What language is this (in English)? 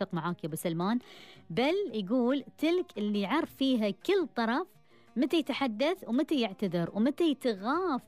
Gulf Arabic